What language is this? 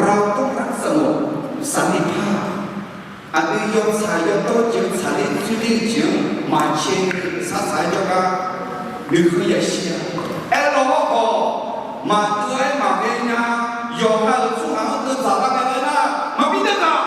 Akha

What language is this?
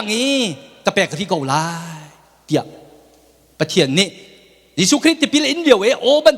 Hakha Chin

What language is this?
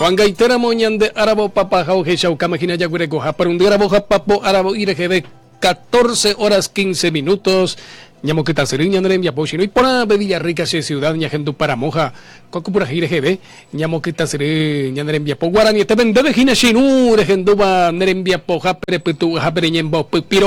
Guarani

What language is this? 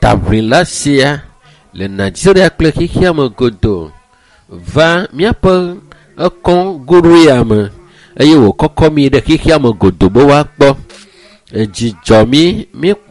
Ewe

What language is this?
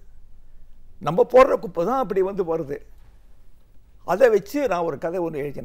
Tamil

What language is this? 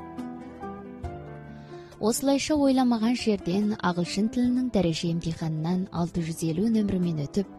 Kazakh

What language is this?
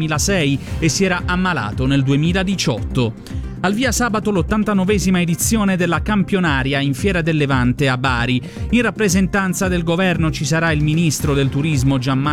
Italian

